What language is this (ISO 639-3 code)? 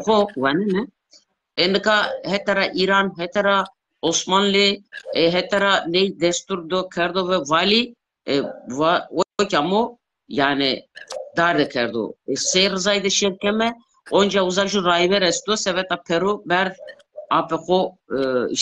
zza